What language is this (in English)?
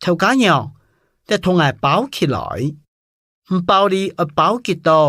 Hakka Chinese